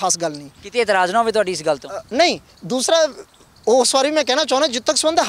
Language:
Punjabi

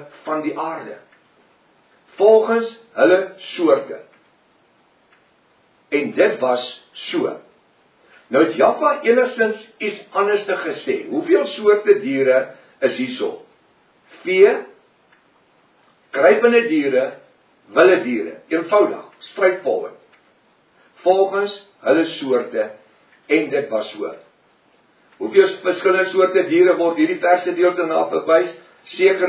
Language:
Afrikaans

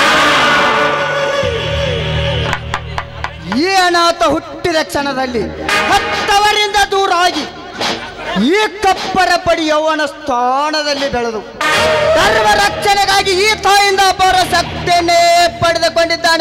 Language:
Kannada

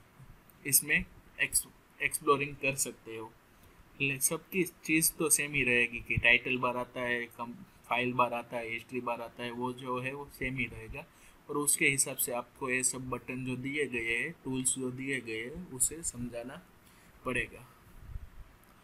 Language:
Hindi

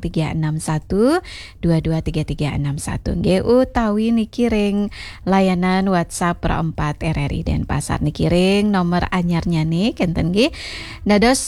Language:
Balinese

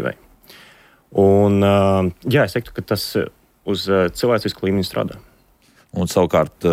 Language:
Latvian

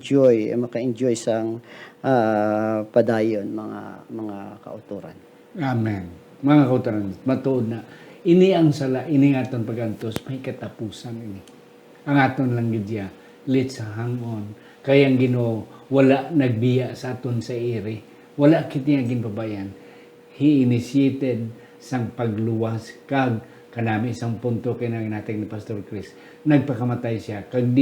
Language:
Hiligaynon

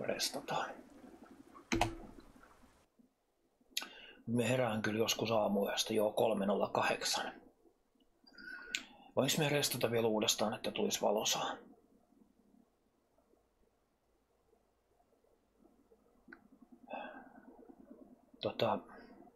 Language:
Finnish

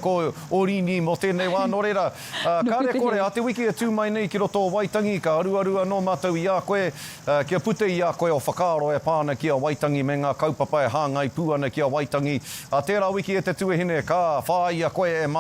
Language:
Māori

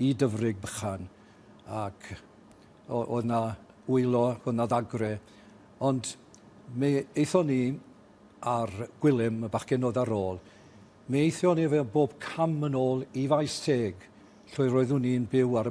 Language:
Welsh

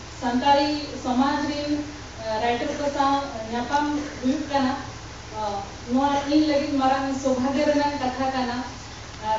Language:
Santali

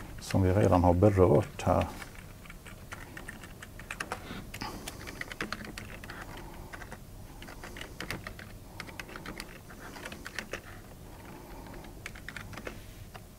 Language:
Swedish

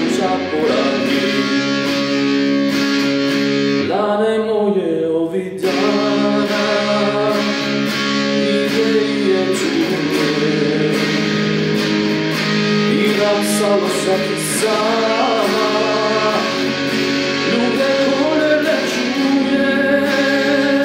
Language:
Serbian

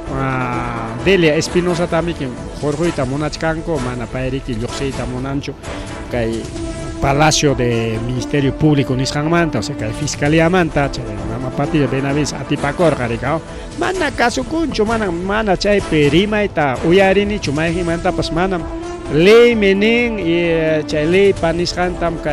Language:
Ayacucho Quechua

